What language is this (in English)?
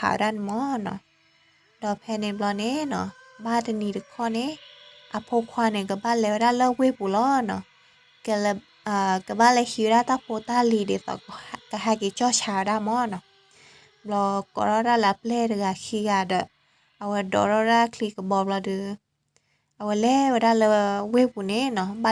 S'gaw Karen